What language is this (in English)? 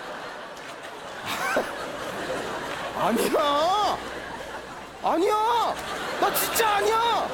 Korean